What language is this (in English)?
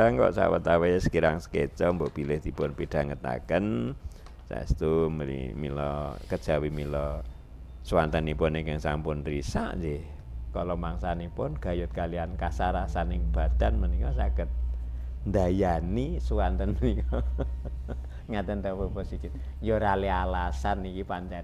Javanese